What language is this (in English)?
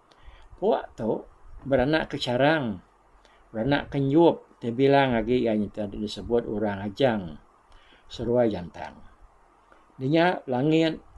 Iban